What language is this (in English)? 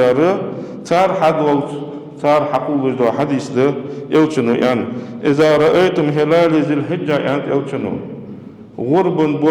Ingush